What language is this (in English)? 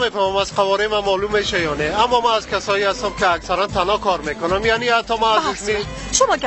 Persian